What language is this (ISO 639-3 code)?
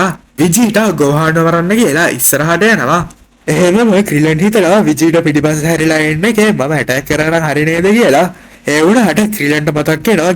sin